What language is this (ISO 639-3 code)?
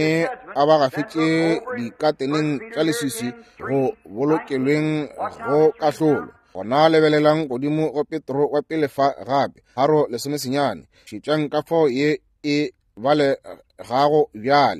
nso